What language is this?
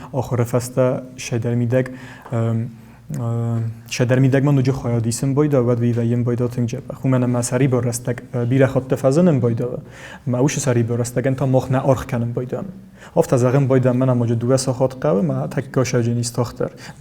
Ossetic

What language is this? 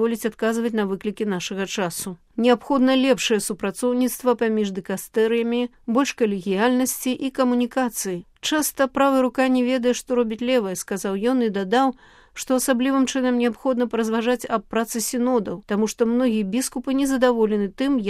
Belarusian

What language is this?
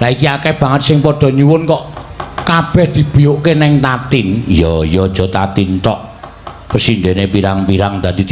Javanese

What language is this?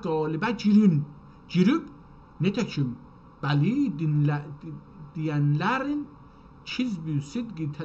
South Azerbaijani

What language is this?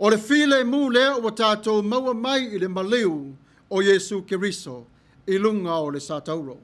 Samoan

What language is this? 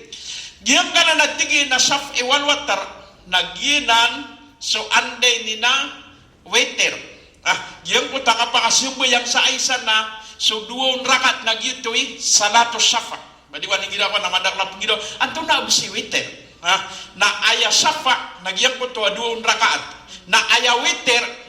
Maranao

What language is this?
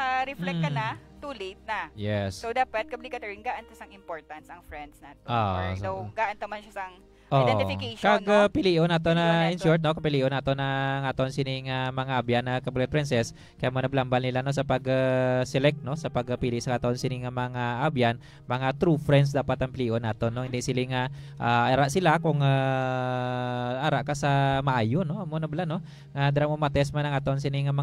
Hiligaynon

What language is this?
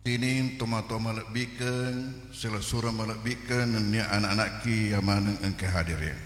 Buginese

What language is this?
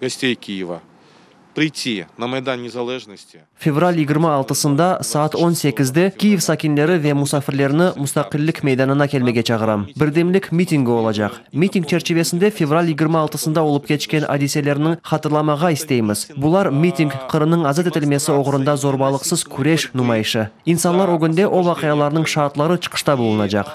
Crimean Tatar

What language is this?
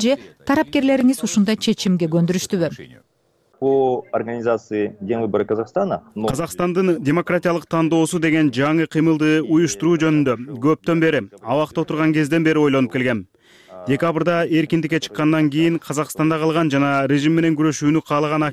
Kyrgyz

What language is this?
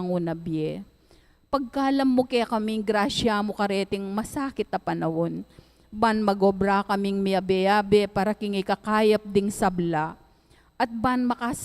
Pampanga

